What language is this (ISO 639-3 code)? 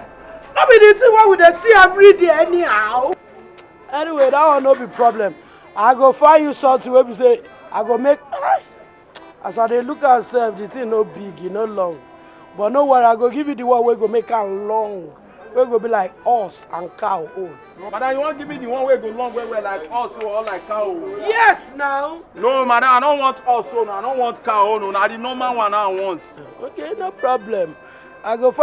pcm